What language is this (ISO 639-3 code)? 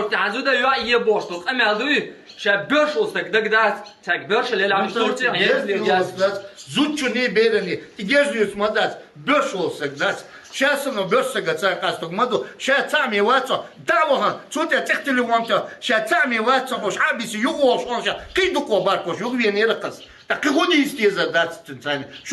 che